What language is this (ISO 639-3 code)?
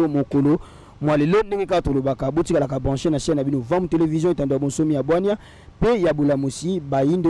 lin